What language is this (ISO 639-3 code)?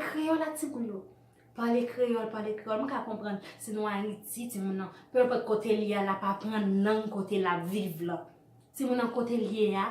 hat